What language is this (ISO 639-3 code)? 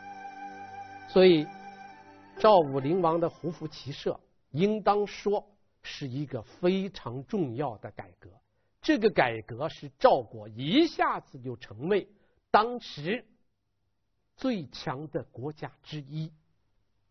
zho